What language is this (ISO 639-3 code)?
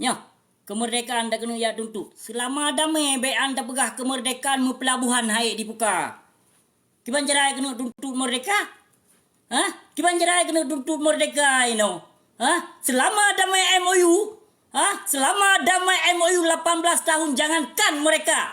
ace